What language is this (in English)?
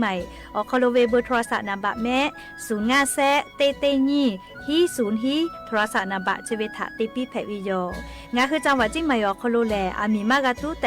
Lahu